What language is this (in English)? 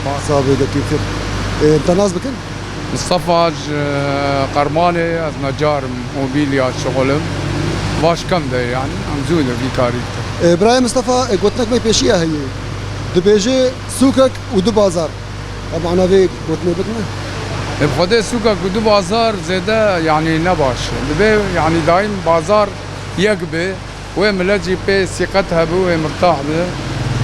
Kurdish